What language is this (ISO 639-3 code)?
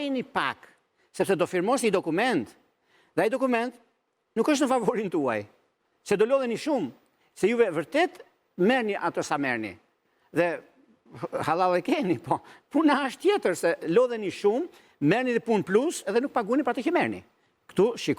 sqi